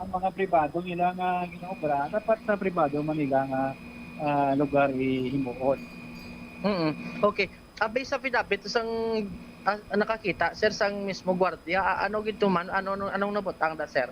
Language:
Hiligaynon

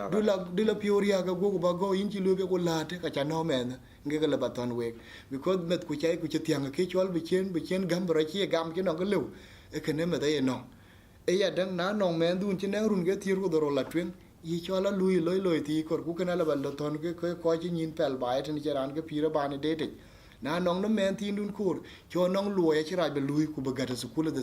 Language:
Dinka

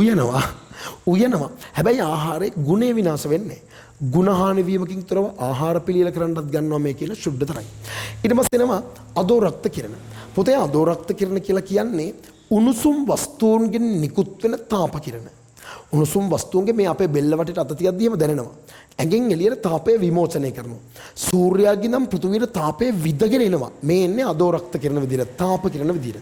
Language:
Sinhala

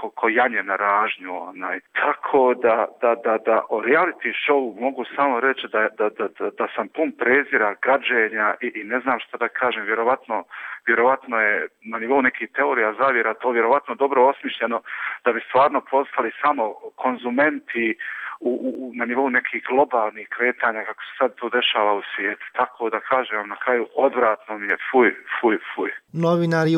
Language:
Bosnian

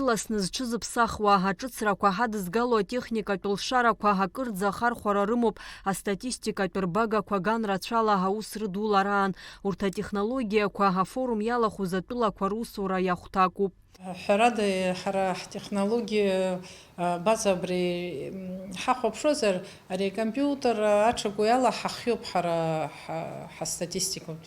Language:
Abkhazian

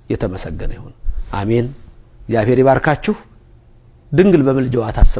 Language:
Amharic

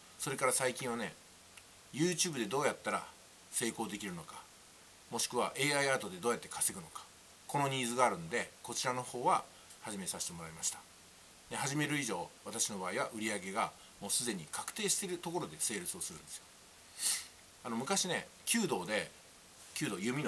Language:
Japanese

